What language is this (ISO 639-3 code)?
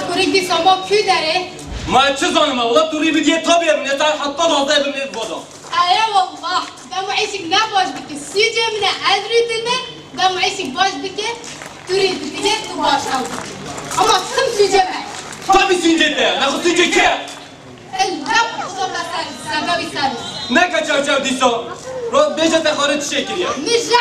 kur